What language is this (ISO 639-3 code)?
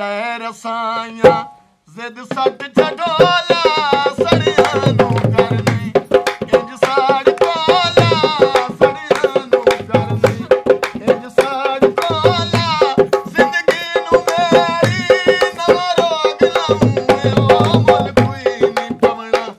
pan